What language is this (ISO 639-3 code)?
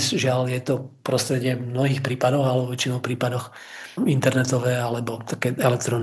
slk